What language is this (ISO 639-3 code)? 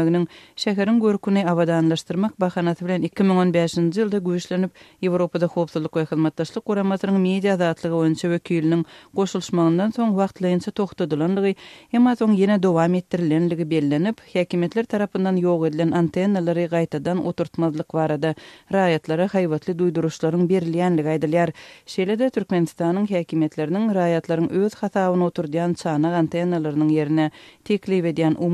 tuk